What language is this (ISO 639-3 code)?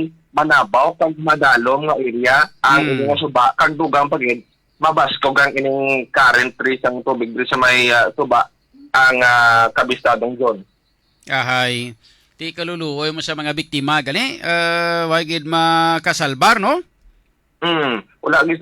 hil